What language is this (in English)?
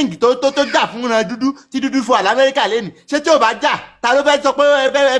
Yoruba